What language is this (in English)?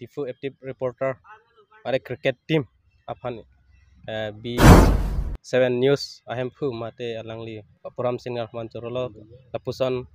Karbi